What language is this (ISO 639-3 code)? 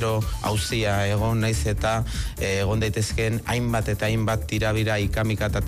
eus